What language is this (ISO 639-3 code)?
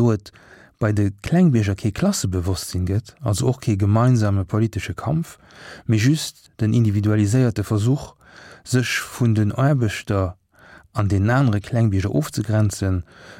ltz